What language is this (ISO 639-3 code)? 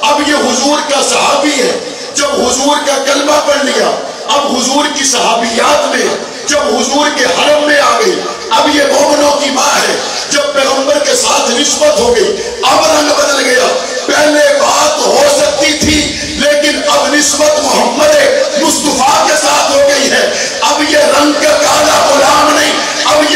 urd